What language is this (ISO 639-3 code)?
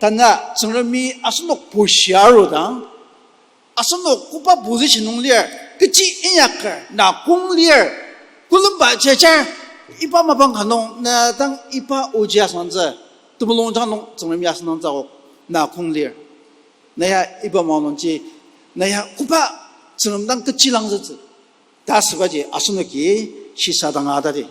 njo